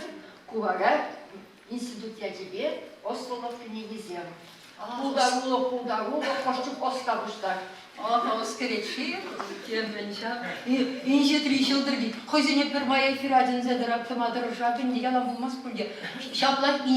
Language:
Chuvash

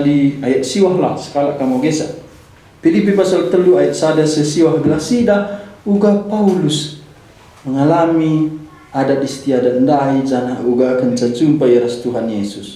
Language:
Batak Karo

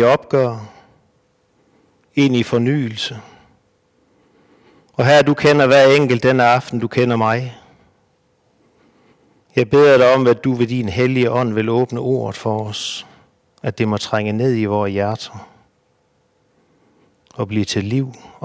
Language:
Danish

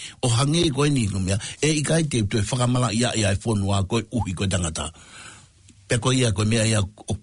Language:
Tongan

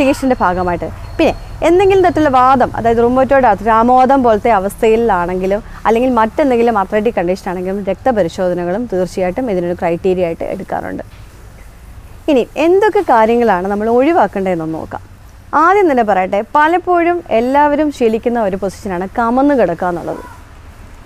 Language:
Malayalam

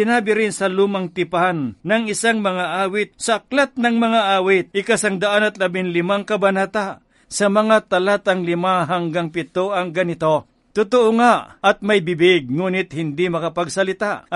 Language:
Filipino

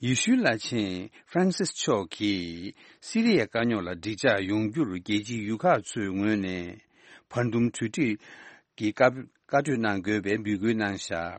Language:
Tibetan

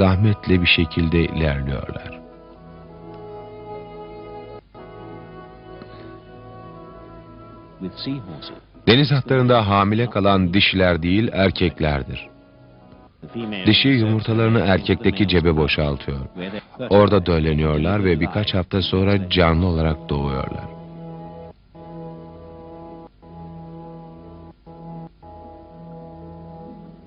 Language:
Turkish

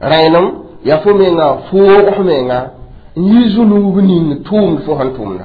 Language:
Mossi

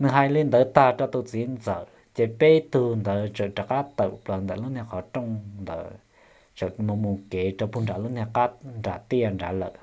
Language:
Hmong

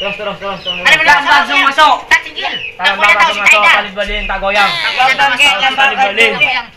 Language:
Madurese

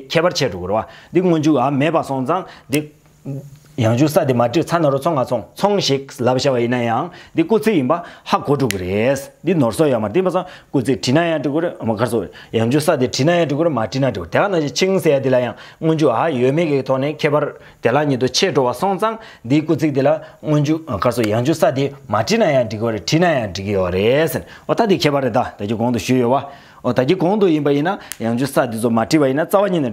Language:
Tibetan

